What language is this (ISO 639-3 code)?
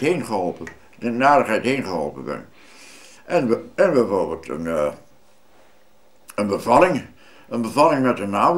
nld